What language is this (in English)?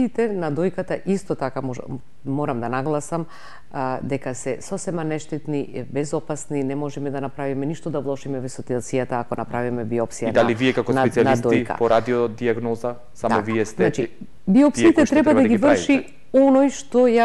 Macedonian